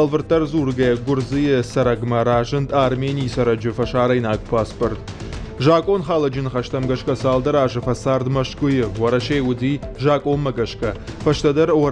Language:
Ossetic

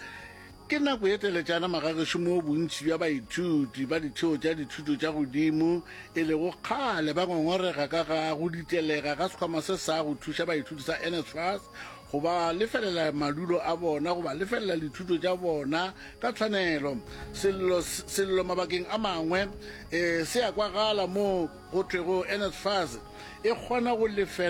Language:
Northern Sotho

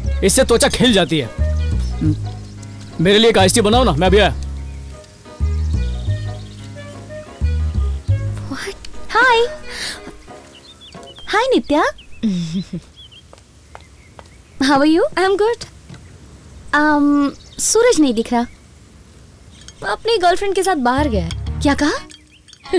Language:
Hindi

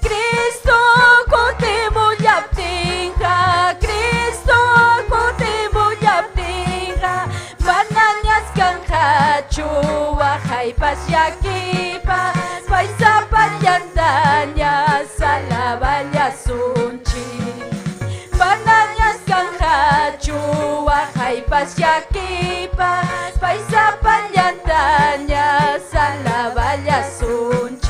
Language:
Ayacucho Quechua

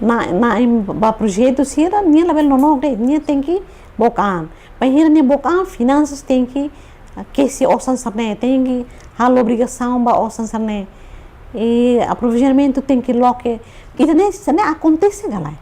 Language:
Tetum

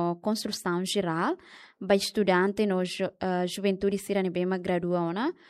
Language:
Tetum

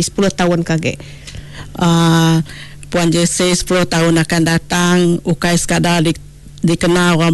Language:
Iban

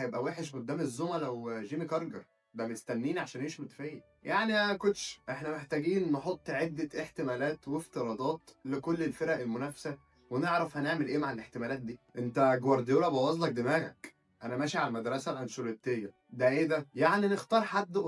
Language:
Egyptian Arabic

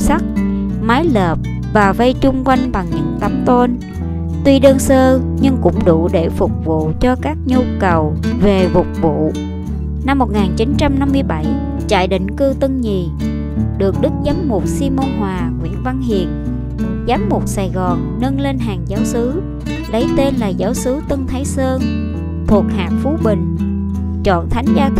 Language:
Vietnamese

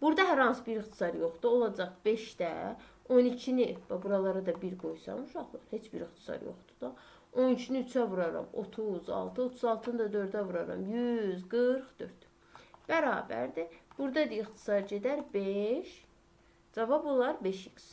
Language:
Azerbaijani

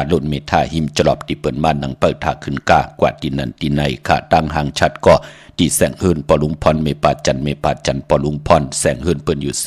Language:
Shan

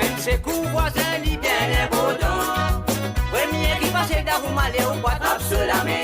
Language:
Morisyen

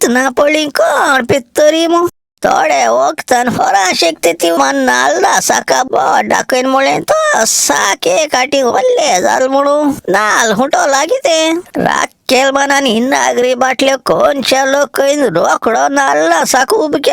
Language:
Konkani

